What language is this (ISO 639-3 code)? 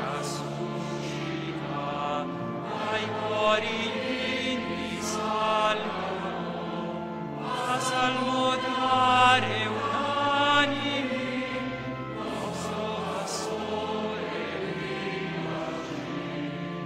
ita